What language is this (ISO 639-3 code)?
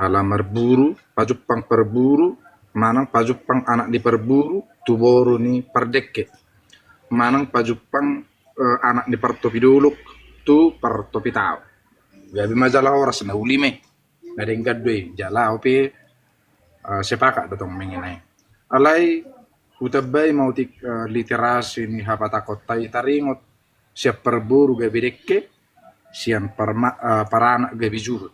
bbc